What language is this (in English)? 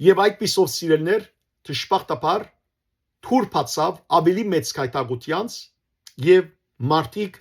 Western Armenian